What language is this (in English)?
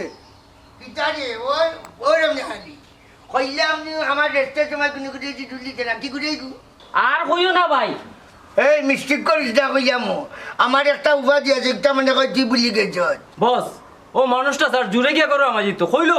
Sylheti